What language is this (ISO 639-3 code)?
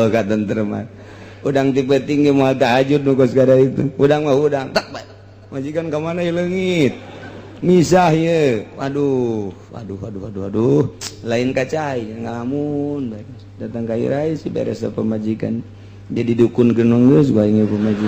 sun